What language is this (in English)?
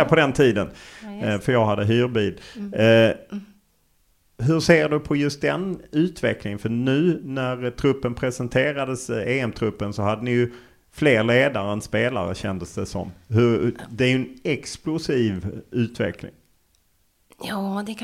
Swedish